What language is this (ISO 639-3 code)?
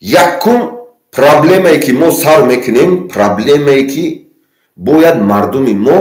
tgk